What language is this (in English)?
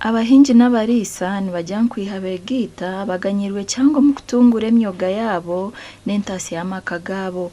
Nyankole